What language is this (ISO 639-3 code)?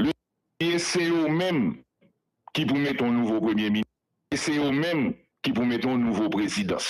hat